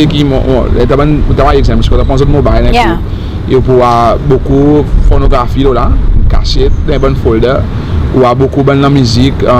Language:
Seselwa Creole French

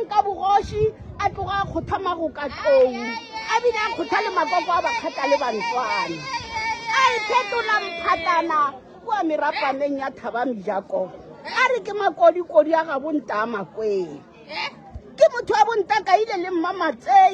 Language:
Northern Sotho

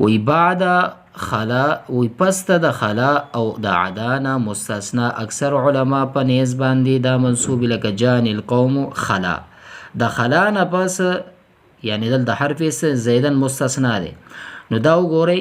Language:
Pashto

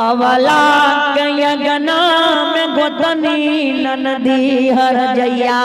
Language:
Maithili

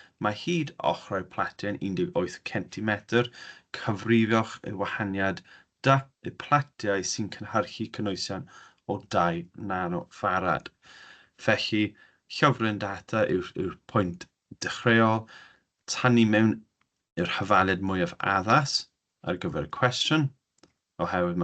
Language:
Welsh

